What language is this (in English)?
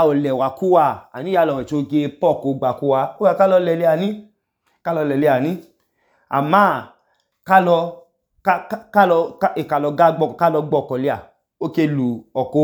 Idoma